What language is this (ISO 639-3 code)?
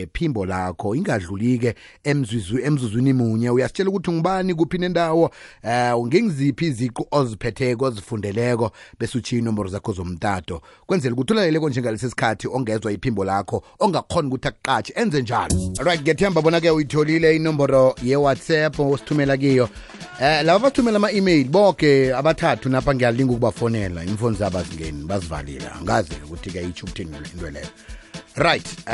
nbl